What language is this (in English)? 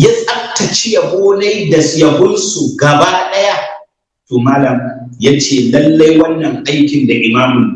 Hausa